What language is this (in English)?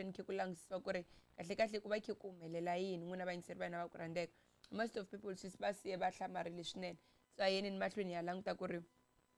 Tsonga